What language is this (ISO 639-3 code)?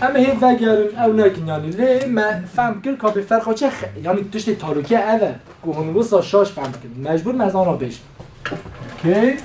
kur